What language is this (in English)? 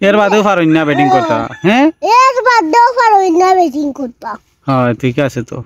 Sylheti